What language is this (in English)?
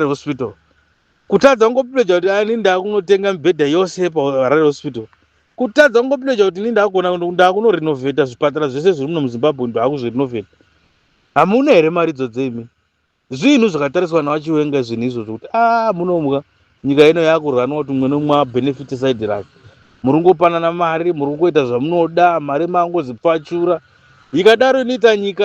Shona